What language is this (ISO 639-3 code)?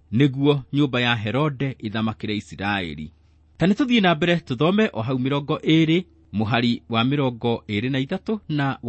kik